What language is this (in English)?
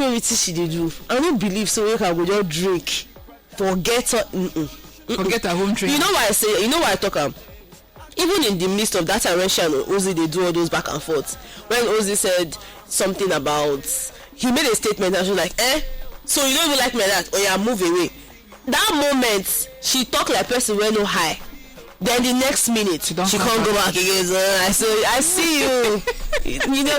Nigerian Pidgin